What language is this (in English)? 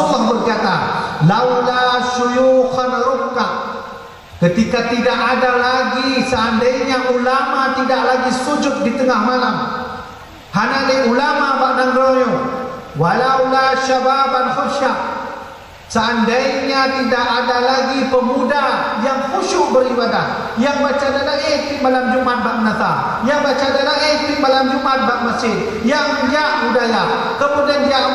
Achinese